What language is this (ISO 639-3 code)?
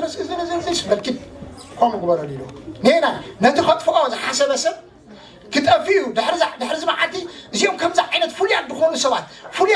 tir